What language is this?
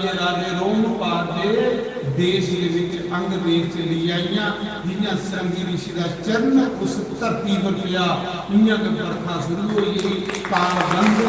Dogri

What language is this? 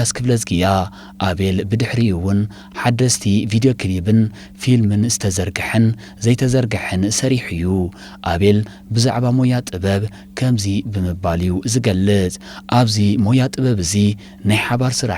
Tigrinya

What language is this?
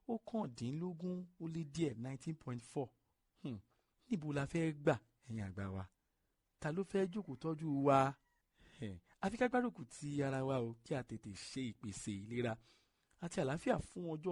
Yoruba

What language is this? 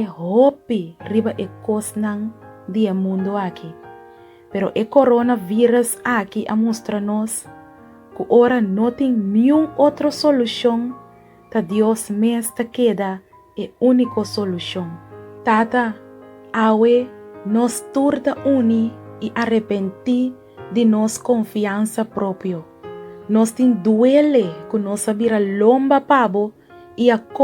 Papiamento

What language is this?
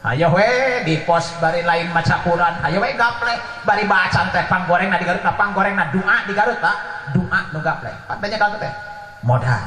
Sundanese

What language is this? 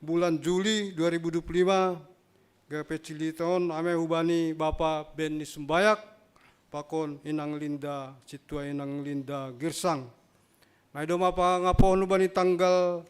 Batak Simalungun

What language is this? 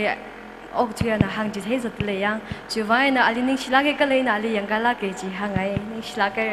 Tangkhul Naga (India)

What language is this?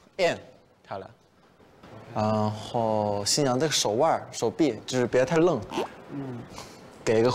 Chinese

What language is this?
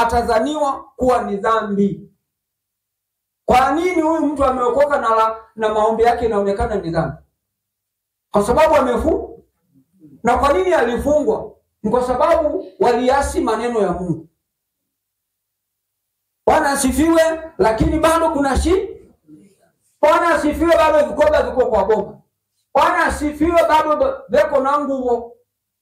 Swahili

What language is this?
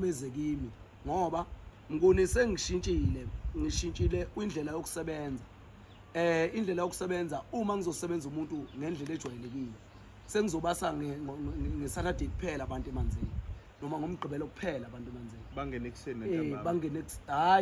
Zulu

